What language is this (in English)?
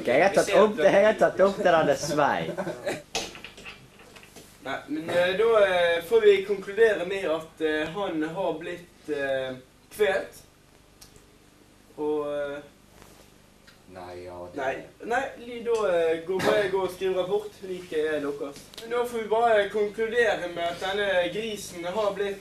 Norwegian